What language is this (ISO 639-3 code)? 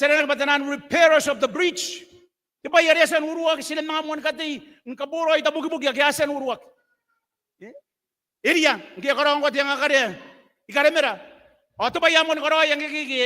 gil